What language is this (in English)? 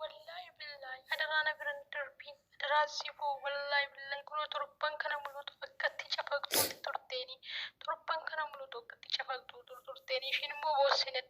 Oromo